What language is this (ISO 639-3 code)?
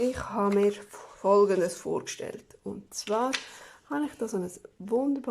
gsw